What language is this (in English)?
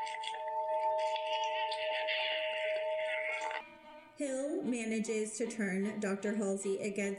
English